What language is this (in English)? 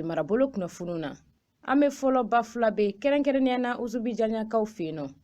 Bambara